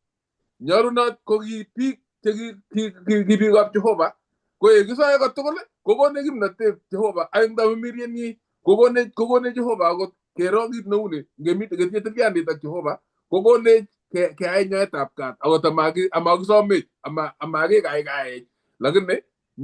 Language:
Kalenjin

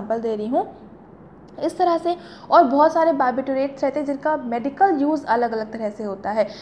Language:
Hindi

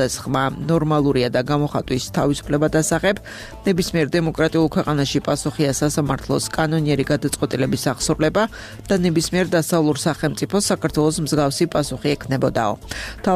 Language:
Georgian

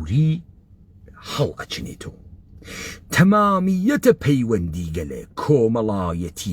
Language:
Central Kurdish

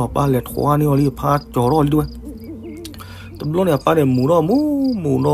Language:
S'gaw Karen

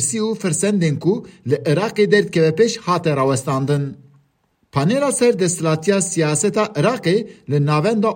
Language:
Kurdish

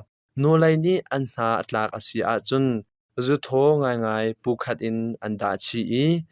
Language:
Hakha Chin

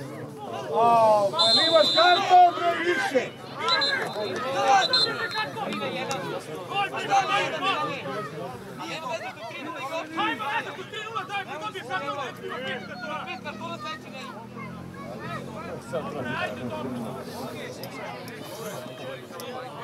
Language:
Serbian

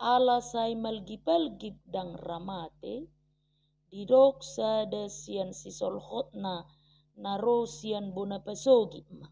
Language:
Batak Toba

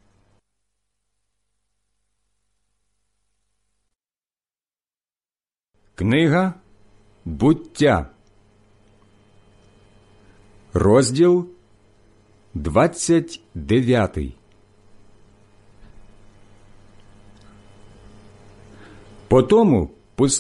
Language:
Ukrainian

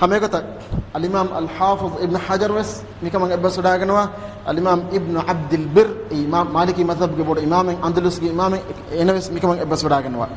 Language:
Divehi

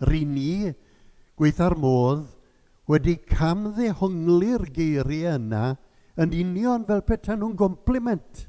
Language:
Welsh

